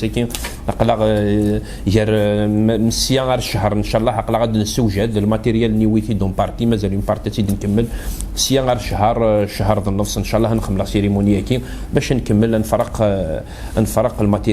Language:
Kabyle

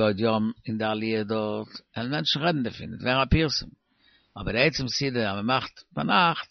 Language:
Yiddish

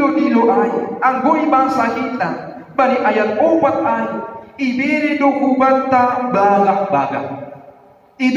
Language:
Batak Simalungun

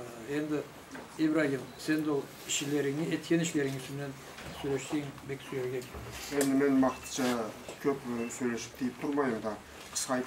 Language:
Karachay-Balkar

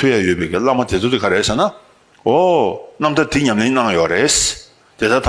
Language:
Tibetan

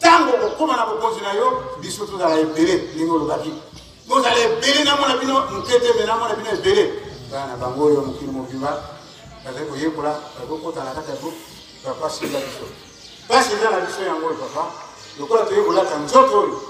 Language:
Lingala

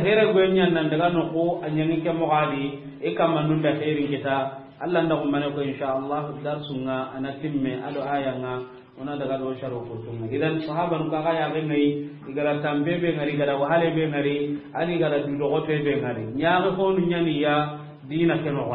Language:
Soninke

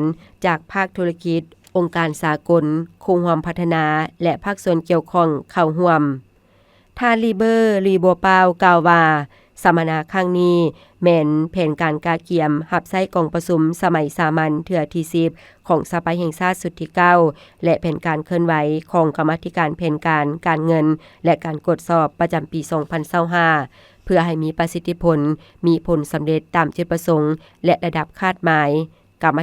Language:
Lao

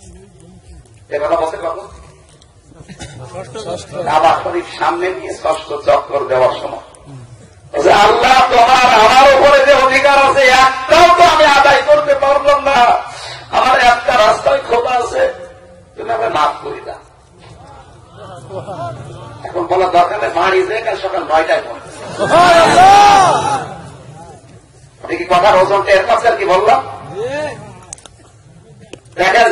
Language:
Bangla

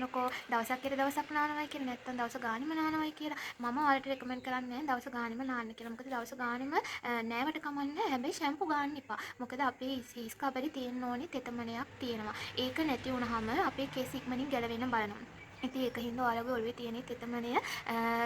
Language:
Sinhala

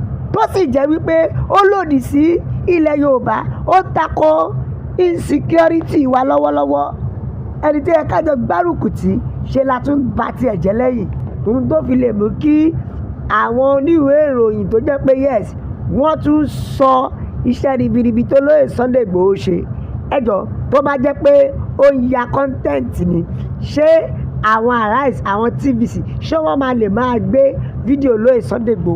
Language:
Yoruba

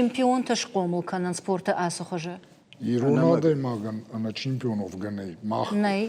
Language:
Ossetic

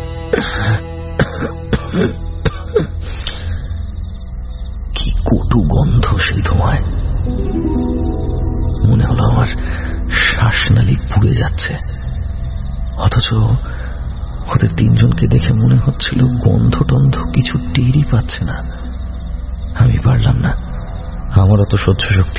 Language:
Bangla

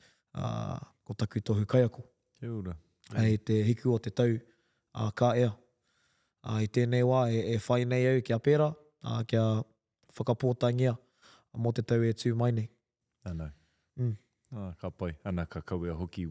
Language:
Māori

